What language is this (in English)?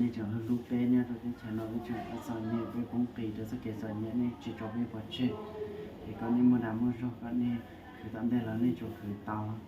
Hmong